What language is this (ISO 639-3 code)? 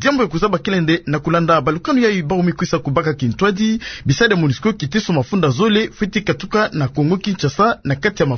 ktu